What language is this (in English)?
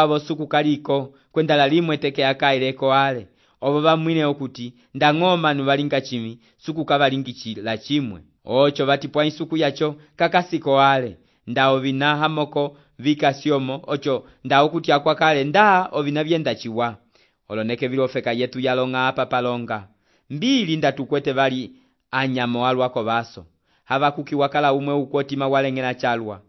Umbundu